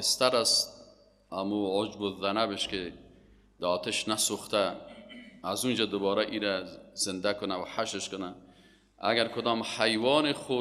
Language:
Persian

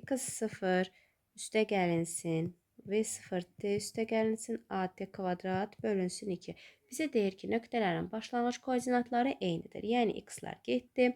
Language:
Azerbaijani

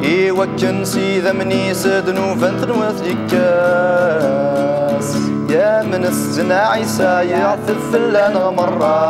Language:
Kabyle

